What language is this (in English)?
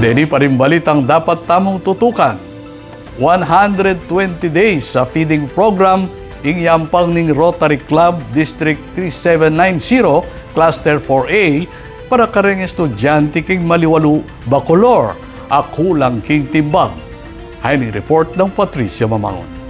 Pampanga